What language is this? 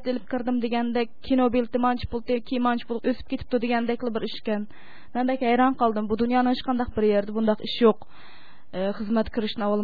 Uyghur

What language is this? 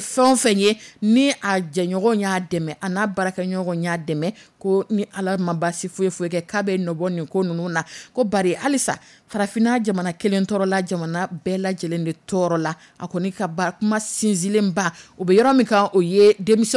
Dyula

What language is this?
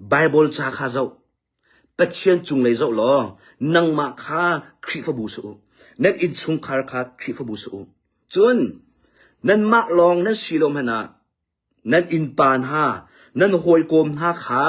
Hakha Chin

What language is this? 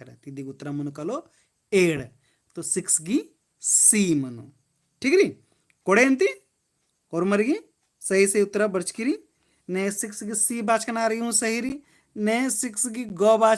Kurukh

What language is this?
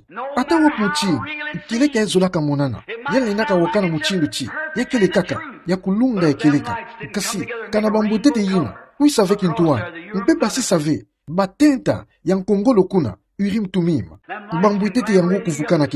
Kituba (Democratic Republic of Congo)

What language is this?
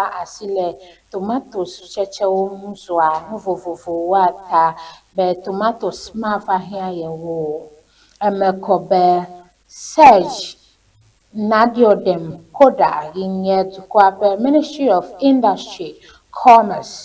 Ewe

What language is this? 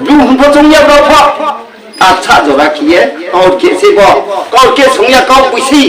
Riang (India)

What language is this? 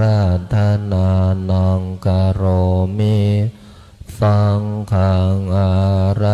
Pali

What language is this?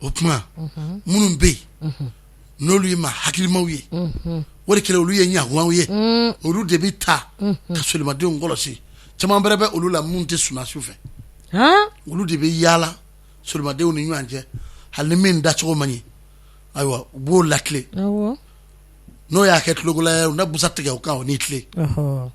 Bambara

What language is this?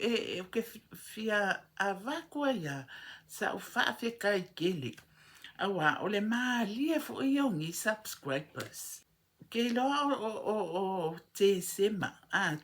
Samoan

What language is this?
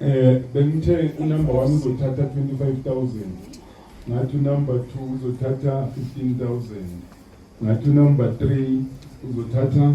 Zulu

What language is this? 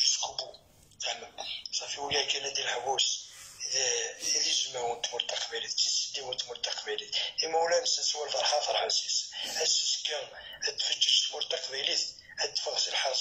Kabyle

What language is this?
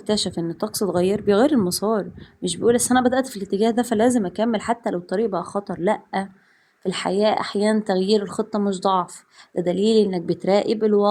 Egyptian Arabic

